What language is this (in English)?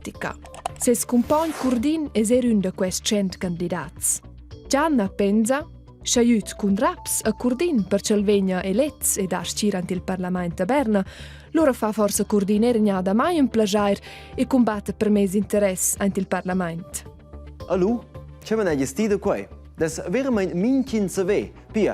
Romansh